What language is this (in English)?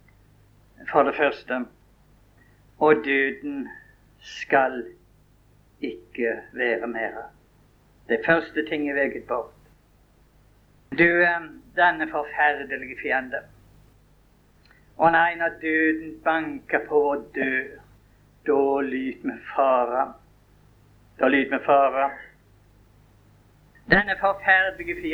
Norwegian